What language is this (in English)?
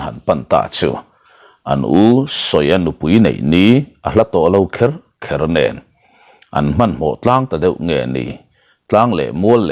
Mizo